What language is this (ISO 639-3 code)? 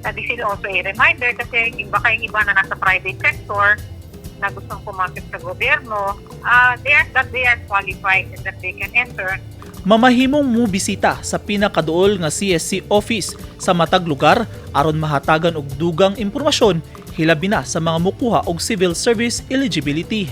ceb